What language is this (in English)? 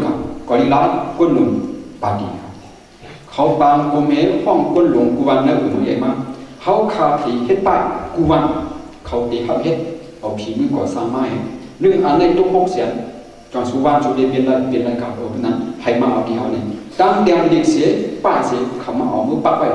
Shan